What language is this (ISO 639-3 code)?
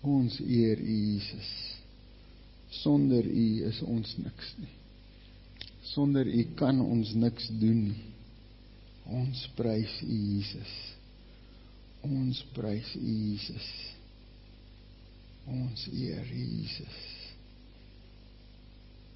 afr